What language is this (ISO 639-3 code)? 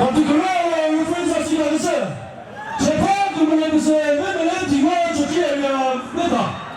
nri